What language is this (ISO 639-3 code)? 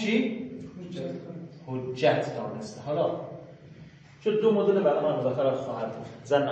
fas